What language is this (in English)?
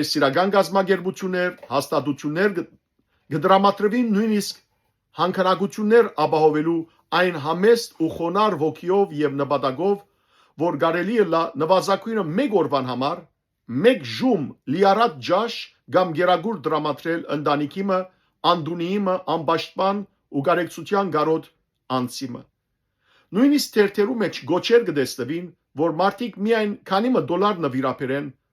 Western Armenian